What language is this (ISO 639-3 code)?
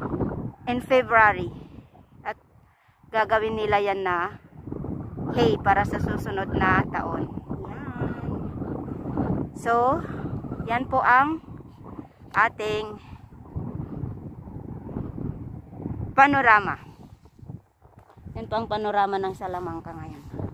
fil